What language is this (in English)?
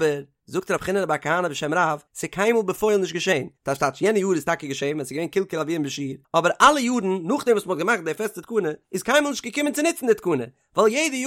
Yiddish